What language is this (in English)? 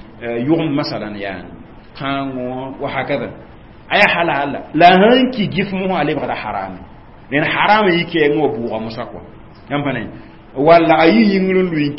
Mossi